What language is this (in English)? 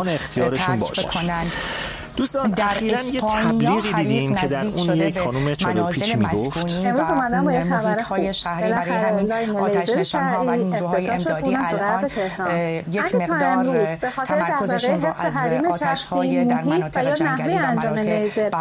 Persian